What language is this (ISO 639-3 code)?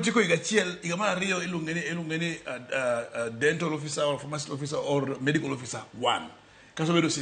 luo